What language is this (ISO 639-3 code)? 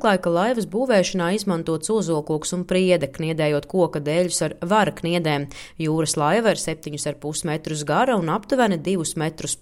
lav